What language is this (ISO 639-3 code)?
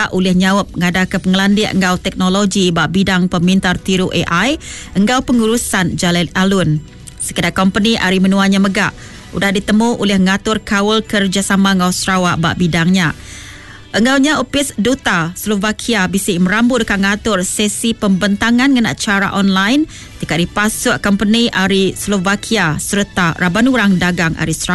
iba